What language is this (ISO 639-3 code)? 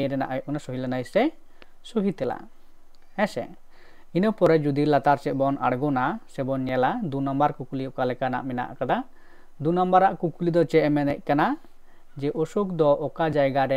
sat